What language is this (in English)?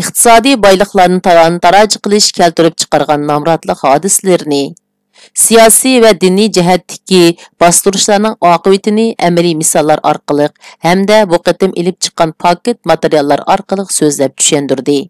Uyghur